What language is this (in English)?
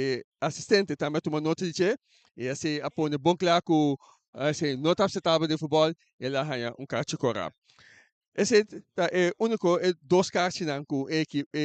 Papiamento